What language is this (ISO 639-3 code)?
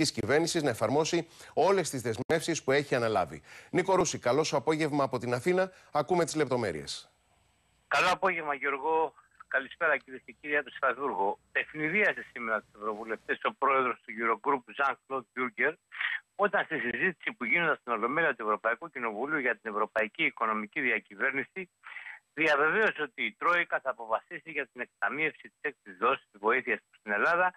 ell